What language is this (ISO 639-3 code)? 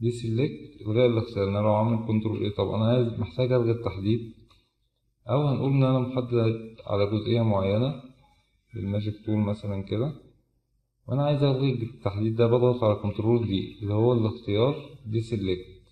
arz